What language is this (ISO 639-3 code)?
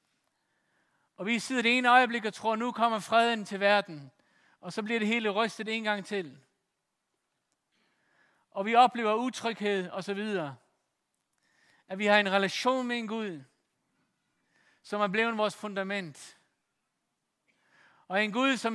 dan